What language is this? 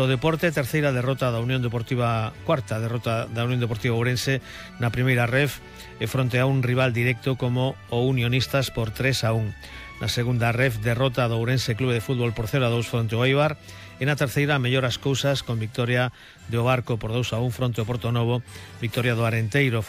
Galician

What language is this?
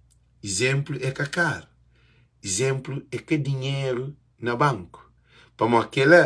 Kabuverdianu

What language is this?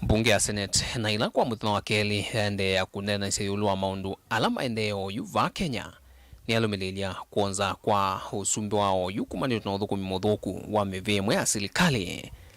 Kamba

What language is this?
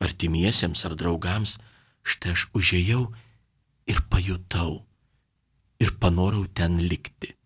Lithuanian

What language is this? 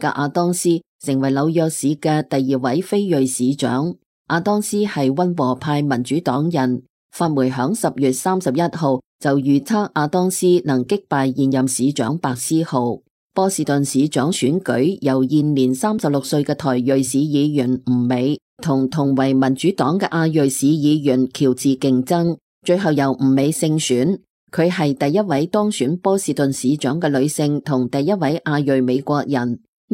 Cantonese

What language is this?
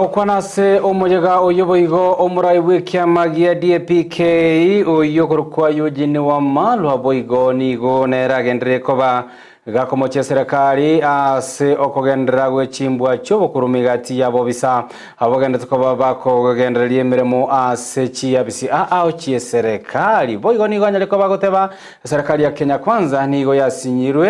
Gusii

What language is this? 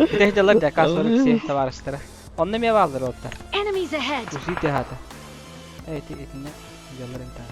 Yakut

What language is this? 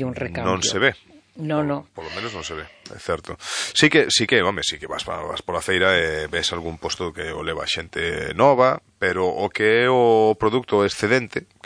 Galician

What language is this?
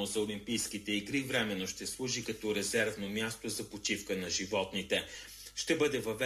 Bulgarian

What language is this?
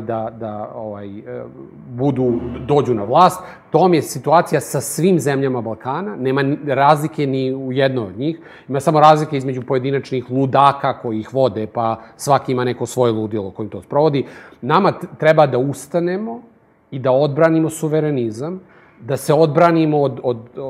Serbian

